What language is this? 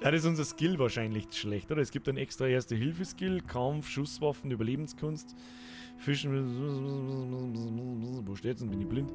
Bavarian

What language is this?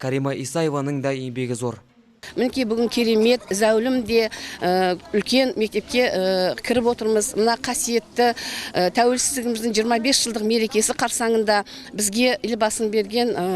Kazakh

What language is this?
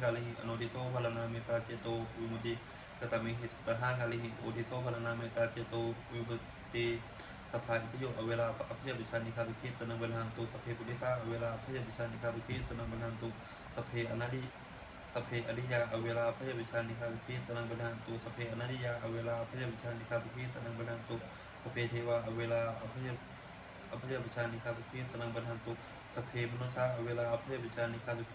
Pali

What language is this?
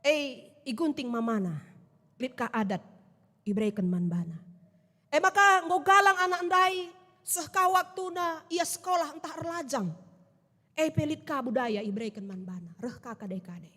Batak Karo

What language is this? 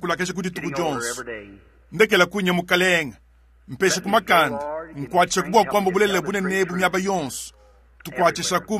Luba-Lulua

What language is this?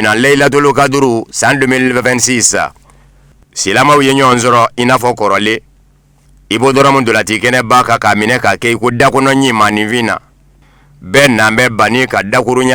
Bambara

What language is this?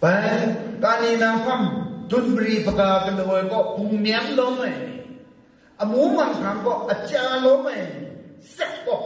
Kachin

